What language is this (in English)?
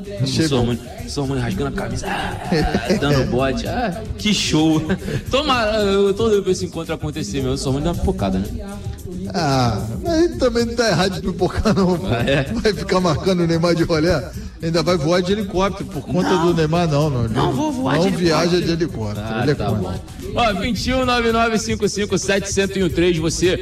Portuguese